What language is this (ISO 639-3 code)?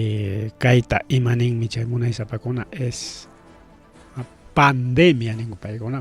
quy